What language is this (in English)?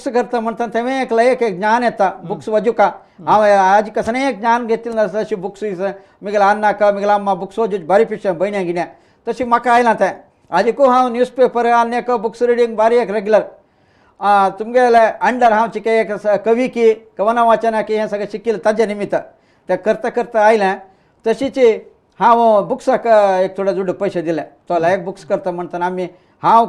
Konkani